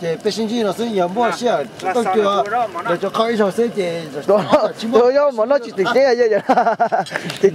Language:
Hmong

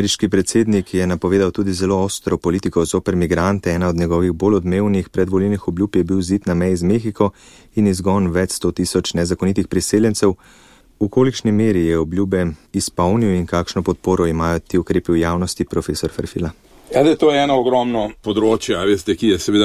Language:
Slovenian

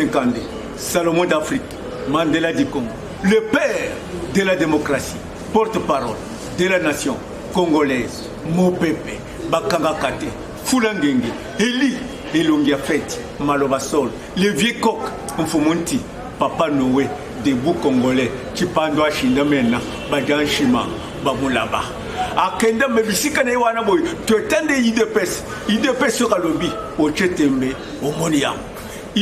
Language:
Lingala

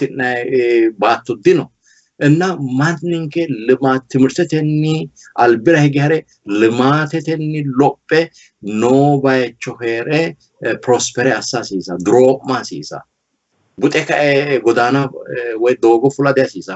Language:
Sidamo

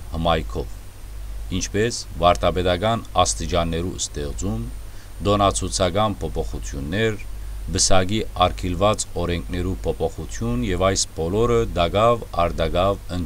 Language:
Western Armenian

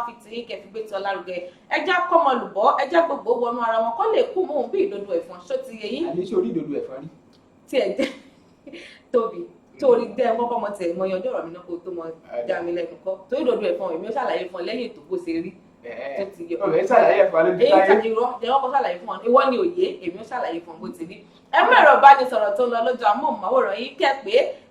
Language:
Yoruba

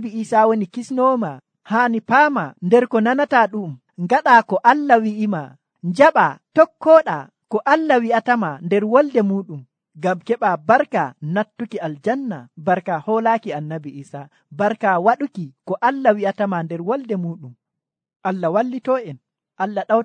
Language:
Nigerian Fulfulde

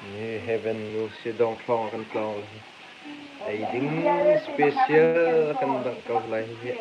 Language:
Hakha Chin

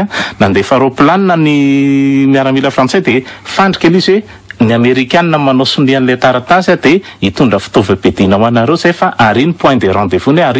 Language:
Malagasy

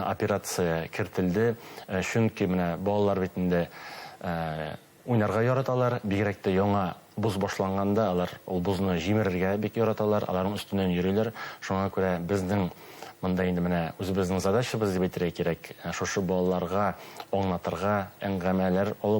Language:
Bashkir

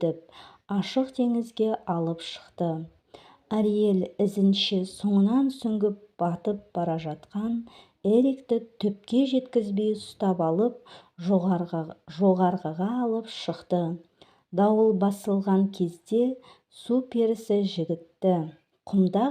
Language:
Kazakh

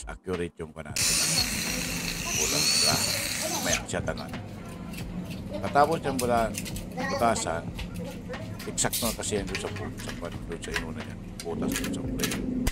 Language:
Filipino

